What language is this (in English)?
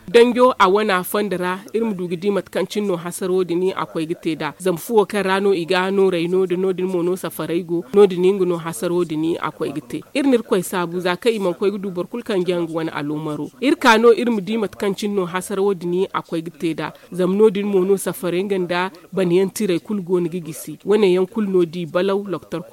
Zarma